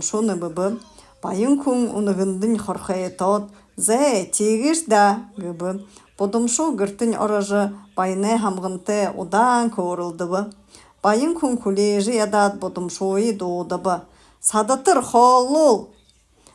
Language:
Buriat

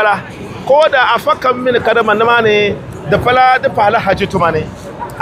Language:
Dagbani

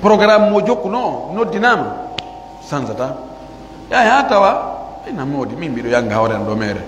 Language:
Pular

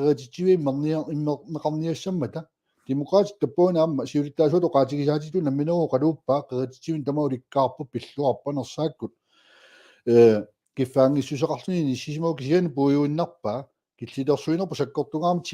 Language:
Kalaallisut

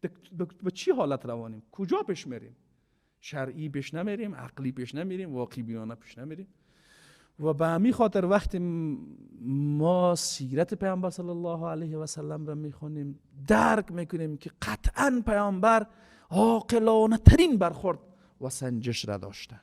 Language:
Persian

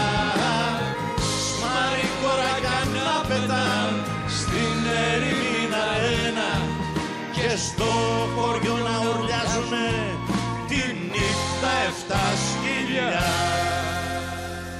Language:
Greek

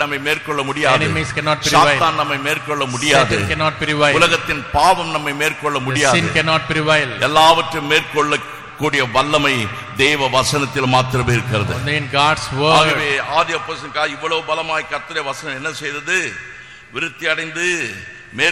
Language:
Tamil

